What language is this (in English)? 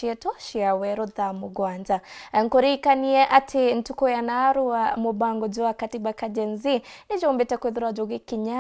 Meru